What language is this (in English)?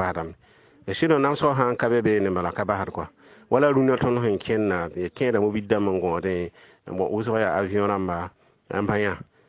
Mossi